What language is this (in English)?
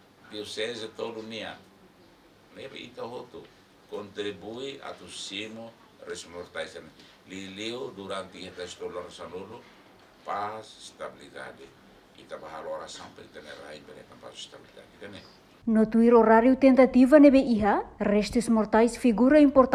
Tetum